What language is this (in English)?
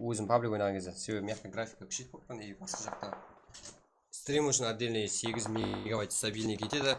Kara-Kalpak